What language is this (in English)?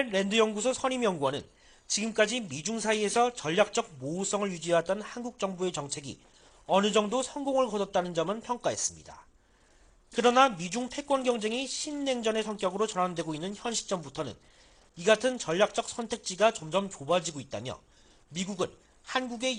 Korean